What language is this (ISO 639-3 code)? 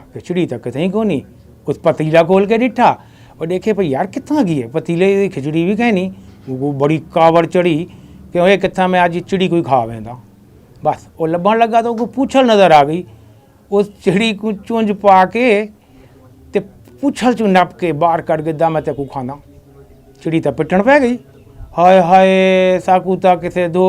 skr